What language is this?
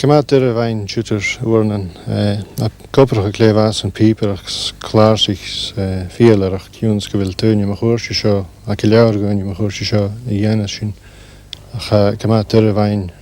Scottish Gaelic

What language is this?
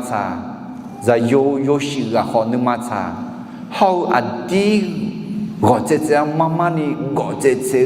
Akha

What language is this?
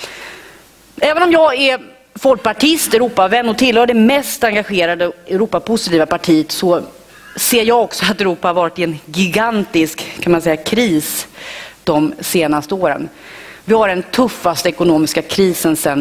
Swedish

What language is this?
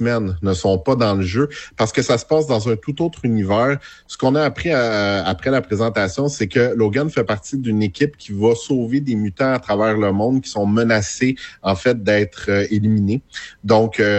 French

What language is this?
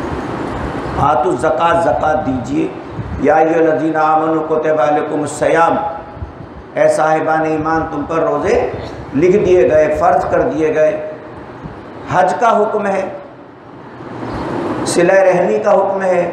Urdu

